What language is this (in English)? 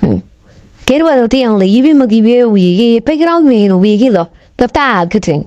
Acoli